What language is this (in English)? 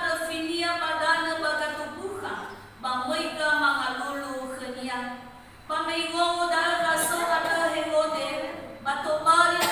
Nias